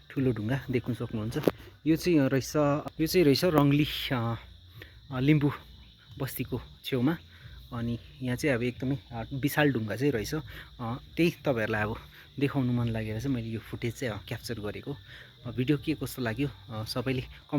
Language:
Nepali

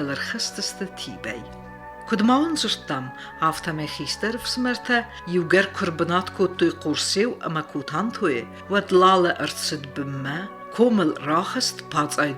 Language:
Ossetic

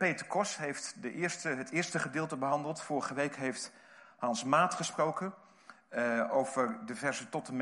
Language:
Dutch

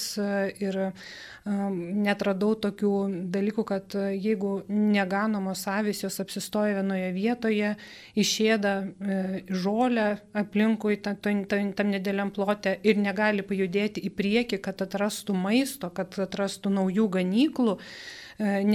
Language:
Lithuanian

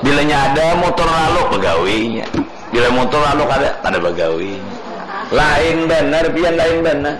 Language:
Banjar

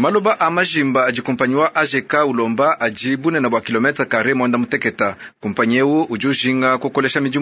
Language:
Luba-Lulua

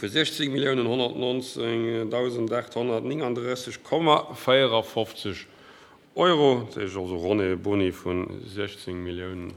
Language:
Luxembourgish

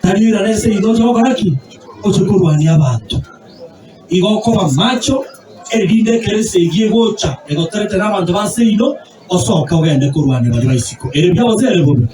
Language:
Gusii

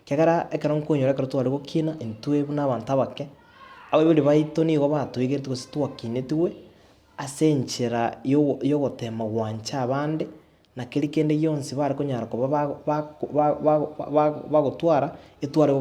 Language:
Gusii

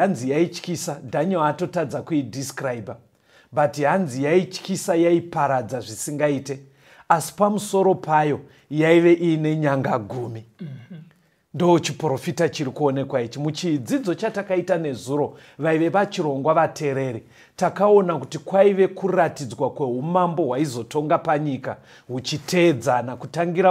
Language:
Shona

